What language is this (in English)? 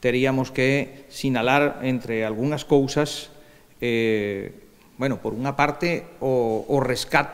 Galician